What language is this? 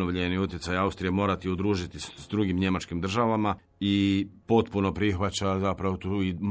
Croatian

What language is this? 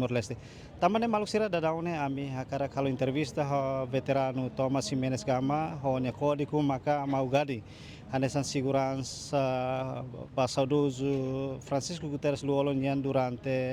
Tetum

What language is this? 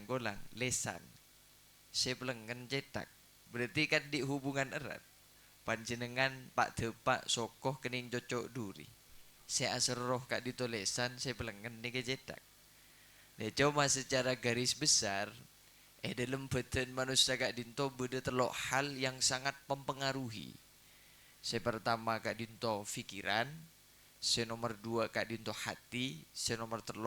Madurese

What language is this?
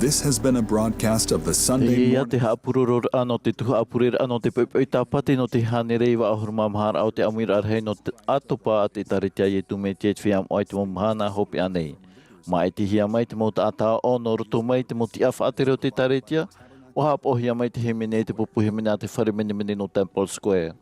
Tahitian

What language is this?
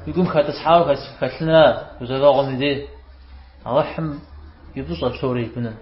Kabardian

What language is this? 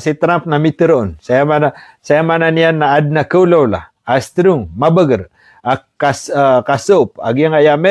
Maranao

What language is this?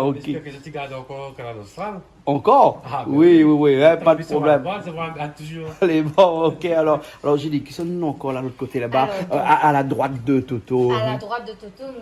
Réunion Creole French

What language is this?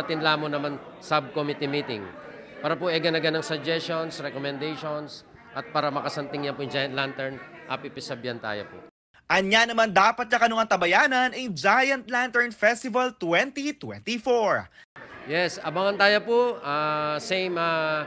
Pampanga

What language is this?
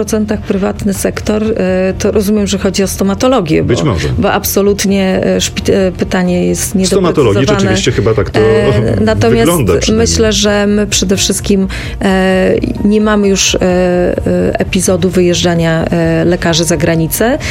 Polish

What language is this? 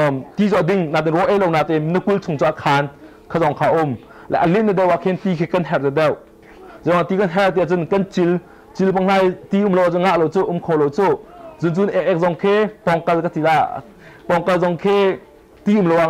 Hakha Chin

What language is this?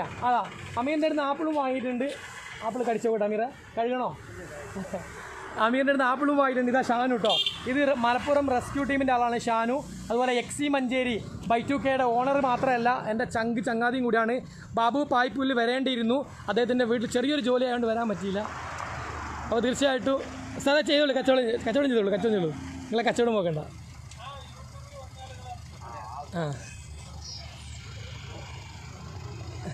Malayalam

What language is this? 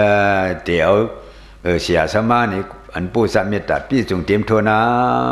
Shan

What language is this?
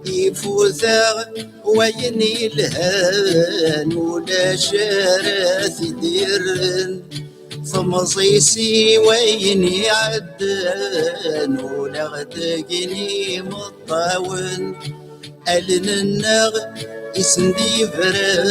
Kabyle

